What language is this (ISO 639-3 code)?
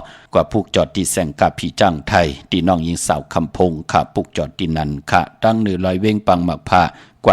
shn